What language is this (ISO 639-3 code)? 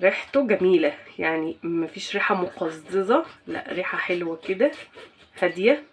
arz